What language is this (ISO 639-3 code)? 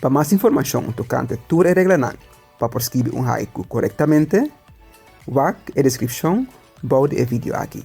pap